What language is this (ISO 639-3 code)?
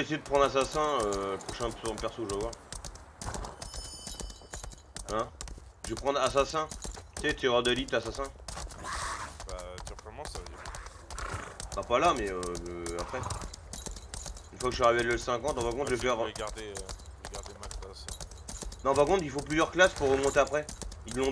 fra